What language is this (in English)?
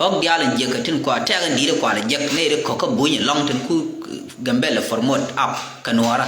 Nuer